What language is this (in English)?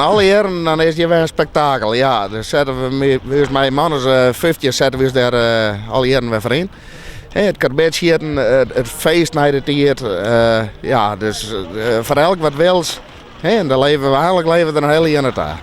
Western Frisian